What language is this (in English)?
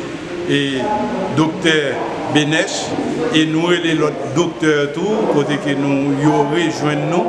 Haitian Creole